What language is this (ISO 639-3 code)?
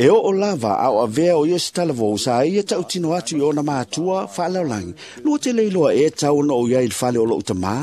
smo